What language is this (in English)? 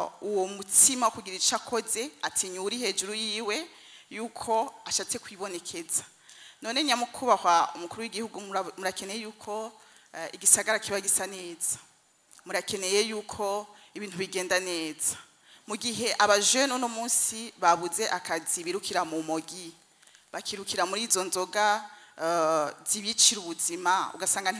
Rundi